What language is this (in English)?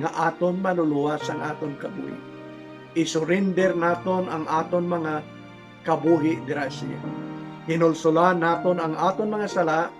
Hiligaynon